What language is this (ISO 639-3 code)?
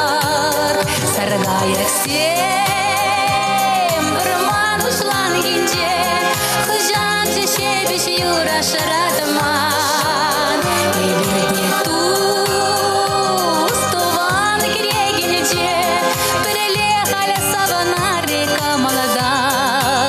chv